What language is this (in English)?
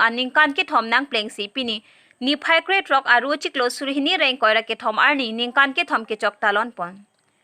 Karbi